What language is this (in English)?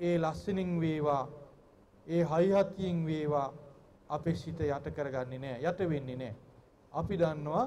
Sinhala